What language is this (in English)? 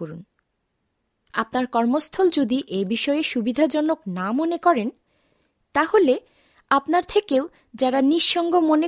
Bangla